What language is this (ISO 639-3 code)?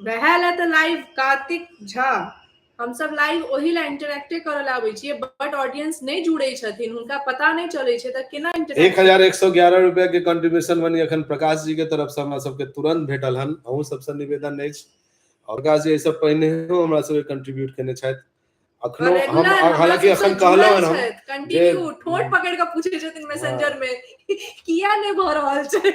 mai